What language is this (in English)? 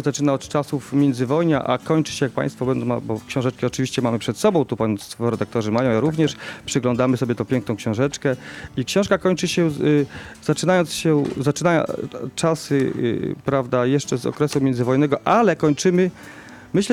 Polish